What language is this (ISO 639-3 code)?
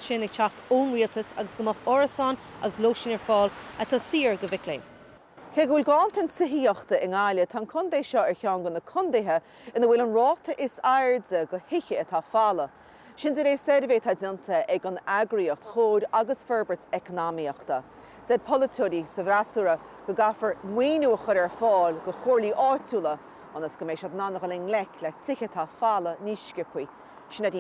gle